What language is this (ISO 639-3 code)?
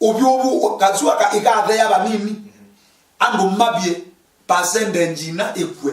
kam